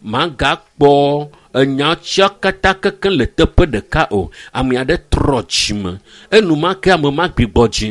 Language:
Ewe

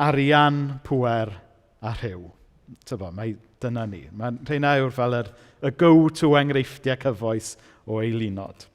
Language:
Welsh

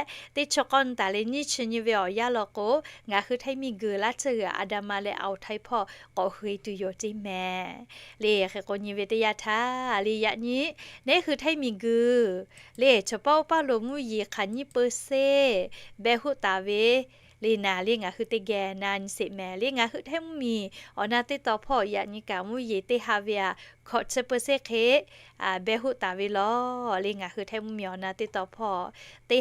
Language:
Lahu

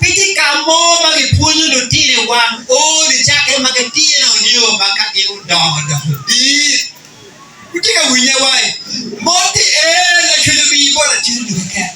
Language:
Acoli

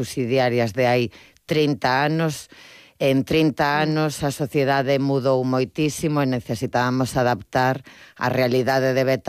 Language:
Galician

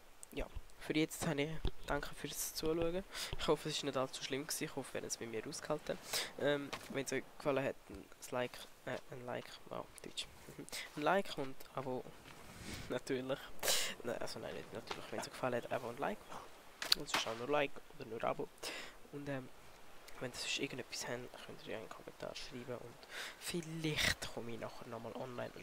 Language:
Swiss German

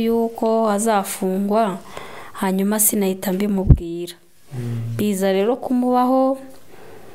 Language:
Kinyarwanda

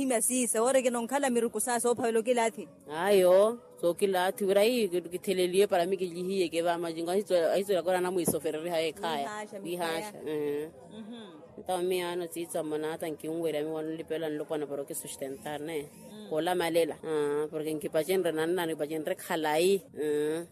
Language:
Makhuwa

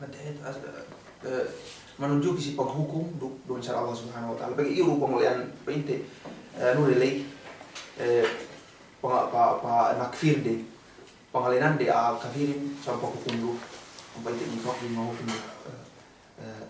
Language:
Yakan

